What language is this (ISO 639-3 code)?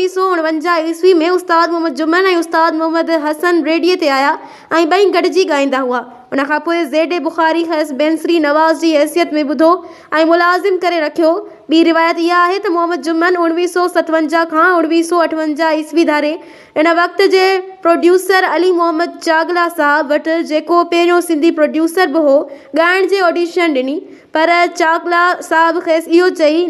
snd